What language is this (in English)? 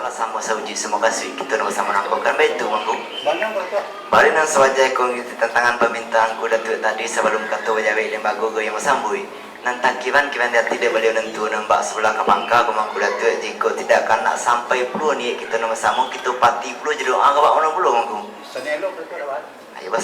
Minangkabau